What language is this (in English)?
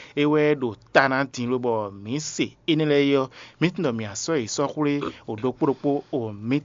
Fon